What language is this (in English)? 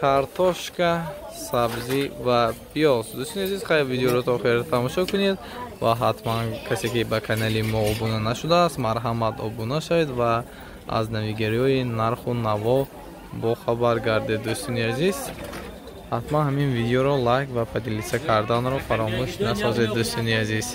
Tajik